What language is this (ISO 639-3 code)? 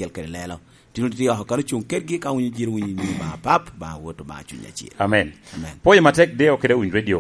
laj